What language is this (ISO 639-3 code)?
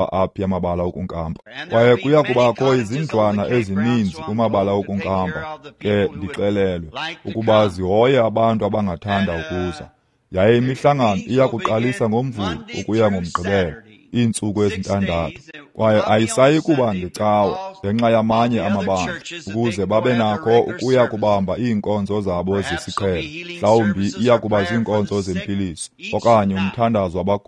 xho